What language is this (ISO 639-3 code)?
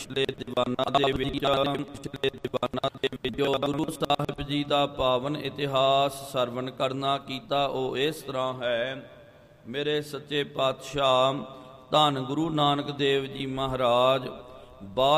pan